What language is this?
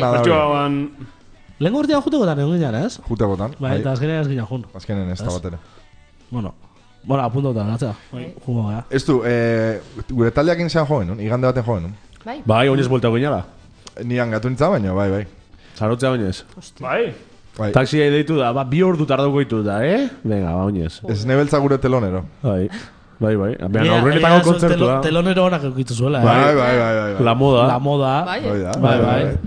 Basque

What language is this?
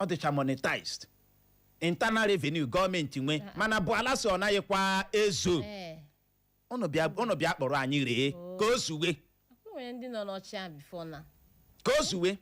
Igbo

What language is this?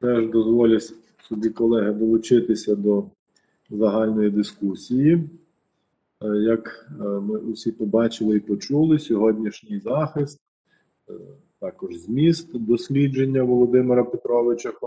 Ukrainian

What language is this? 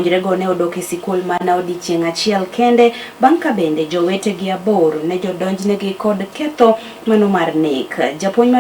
Luo (Kenya and Tanzania)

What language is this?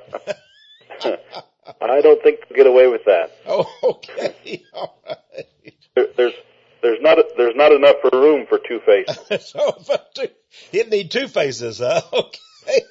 English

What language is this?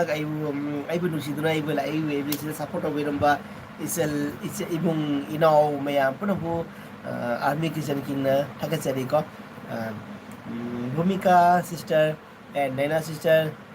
Manipuri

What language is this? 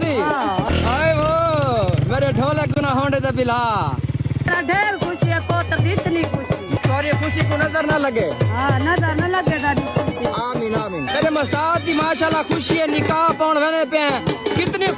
Saraiki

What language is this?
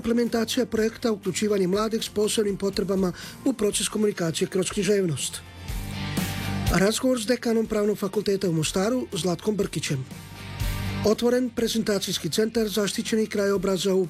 Croatian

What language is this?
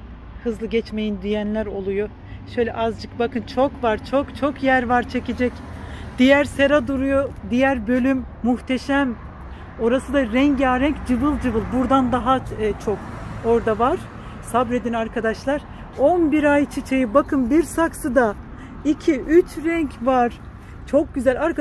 Turkish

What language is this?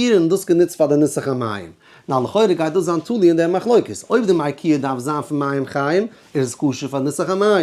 Yiddish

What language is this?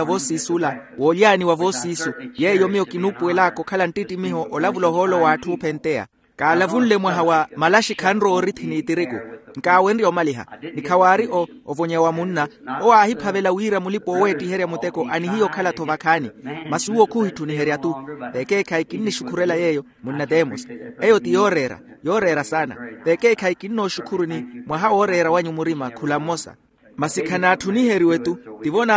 Makhuwa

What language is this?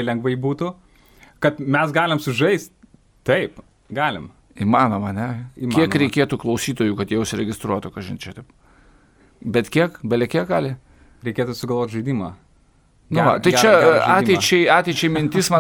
Lithuanian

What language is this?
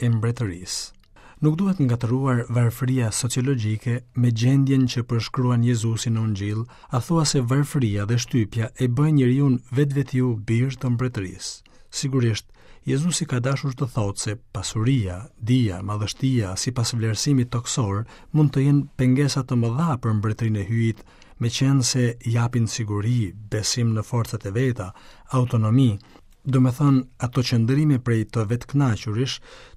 Albanian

